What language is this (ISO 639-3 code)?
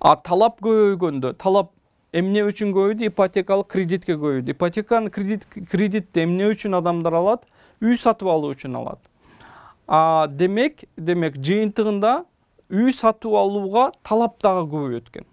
kir